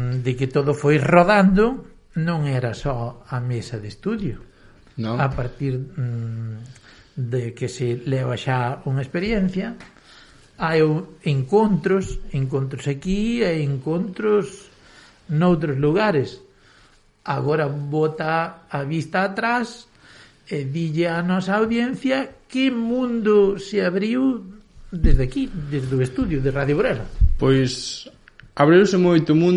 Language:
Galician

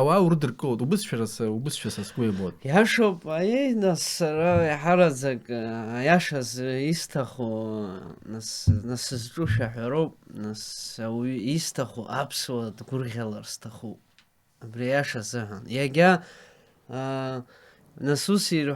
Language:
Abkhazian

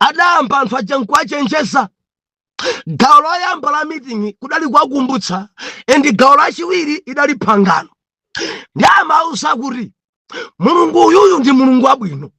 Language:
Nyanja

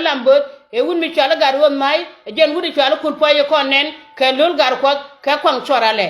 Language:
Nuer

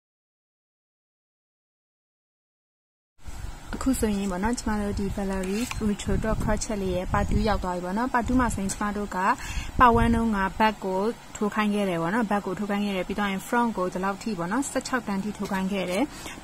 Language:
Burmese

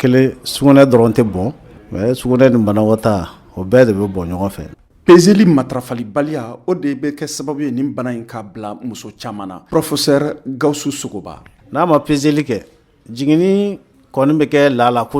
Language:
Bambara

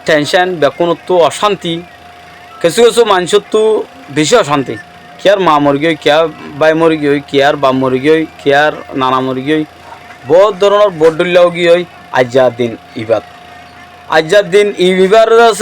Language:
Rohingya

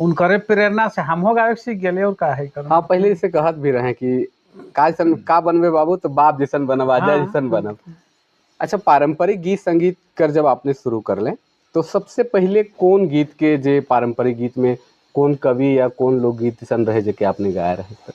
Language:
Sadri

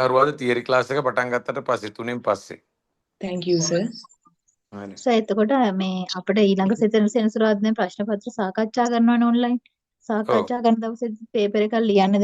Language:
Sinhala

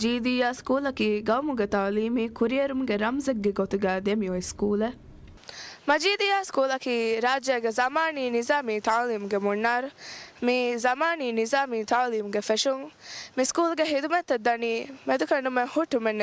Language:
Divehi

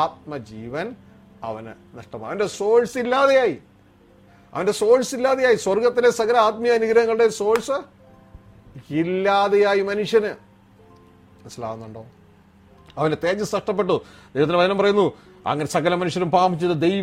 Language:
Malayalam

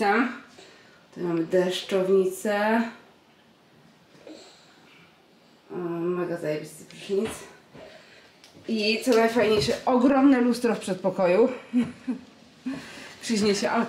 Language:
Polish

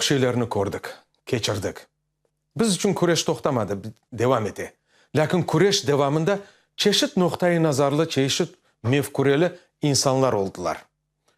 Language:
Crimean Tatar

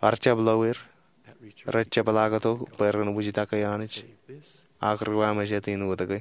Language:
Marshallese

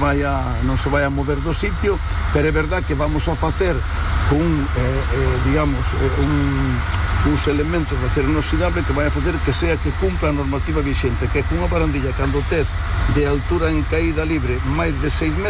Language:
Galician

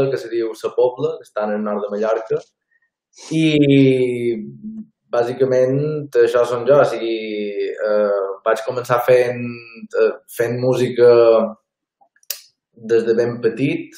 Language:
Catalan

